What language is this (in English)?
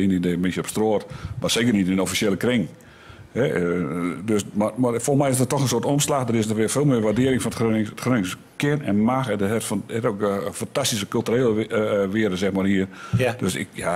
Gronings